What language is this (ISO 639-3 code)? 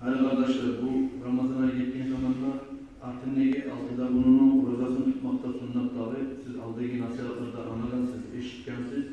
kum